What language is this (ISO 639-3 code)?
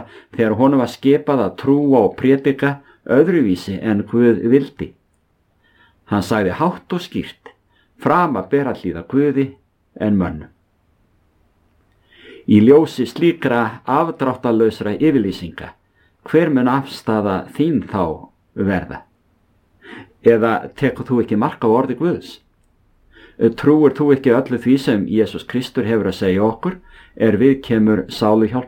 isl